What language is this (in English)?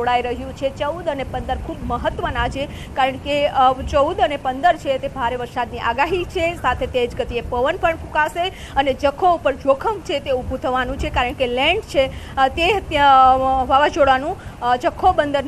Gujarati